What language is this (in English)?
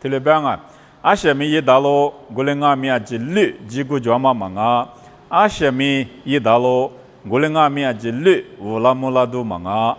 Lisu